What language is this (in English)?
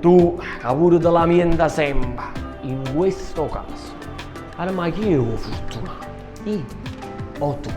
Neapolitan